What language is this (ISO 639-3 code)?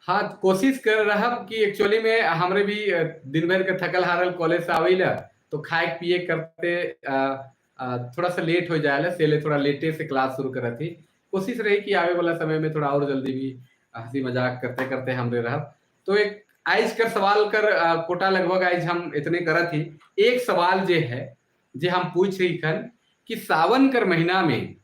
sck